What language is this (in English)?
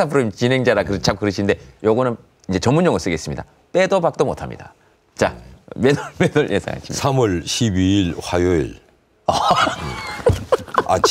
Korean